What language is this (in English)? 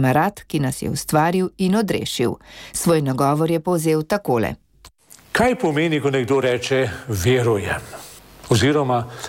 Slovenian